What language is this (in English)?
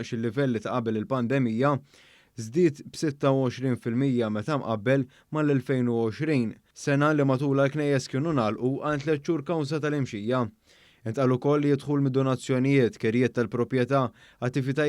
Maltese